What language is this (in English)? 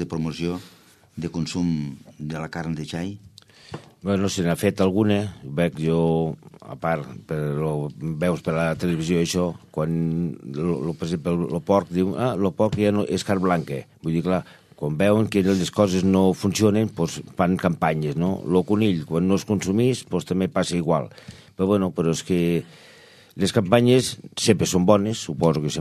Catalan